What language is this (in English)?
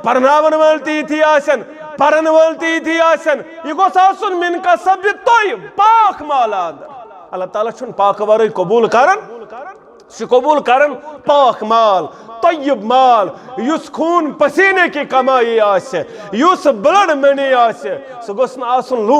Kashmiri